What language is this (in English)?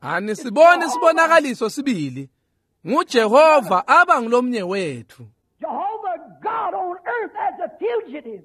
Swati